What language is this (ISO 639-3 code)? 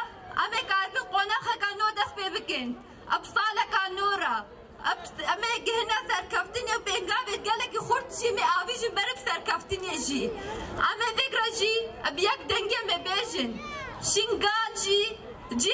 kur